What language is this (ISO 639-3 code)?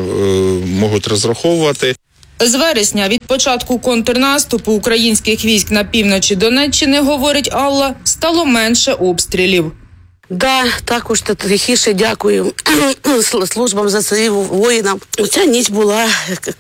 ukr